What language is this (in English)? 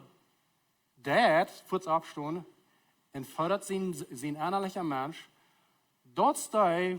Plautdietsch